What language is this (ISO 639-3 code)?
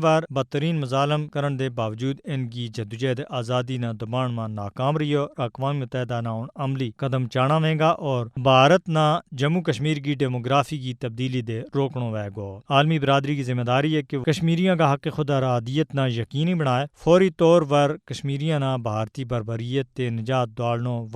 gju